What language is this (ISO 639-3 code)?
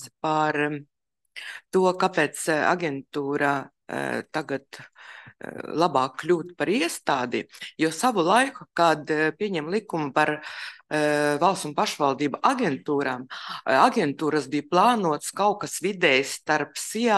lav